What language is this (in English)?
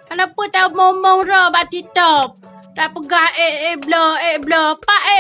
Achinese